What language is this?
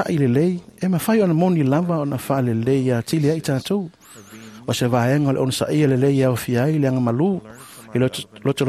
Samoan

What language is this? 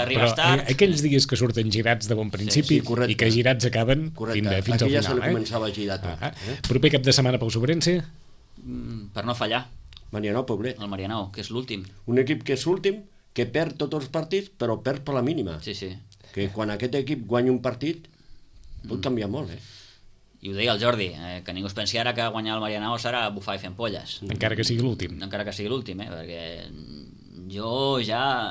Catalan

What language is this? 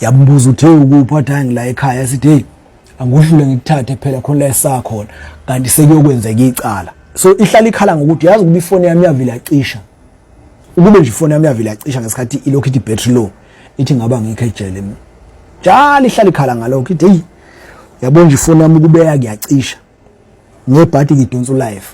Zulu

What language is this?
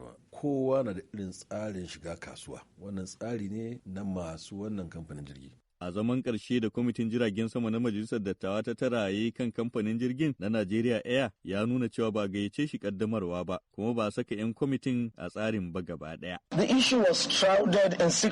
Hausa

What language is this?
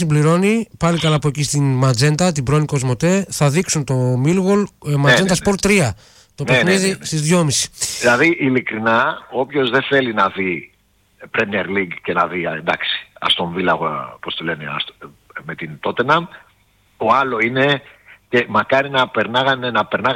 Greek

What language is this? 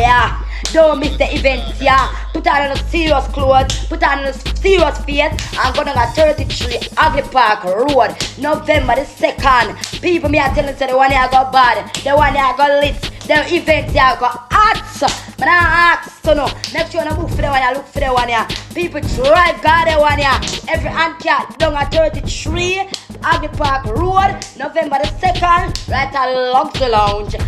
Jamaican Creole English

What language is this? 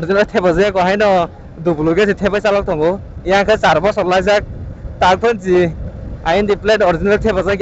Kok Borok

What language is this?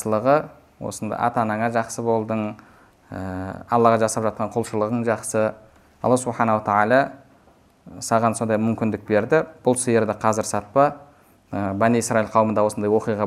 Kazakh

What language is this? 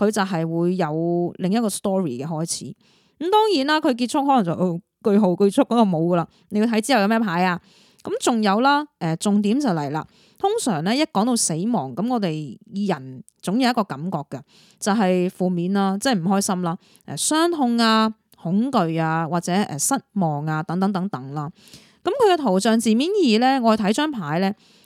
Cantonese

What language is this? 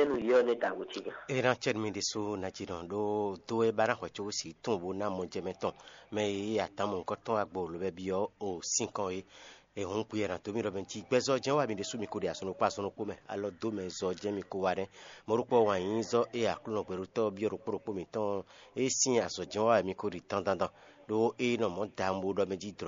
Fon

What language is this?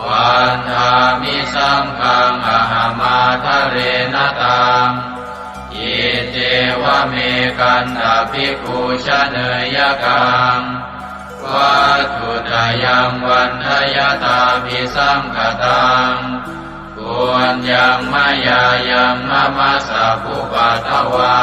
Pali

